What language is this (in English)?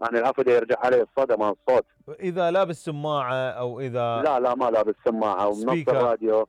Mesopotamian Arabic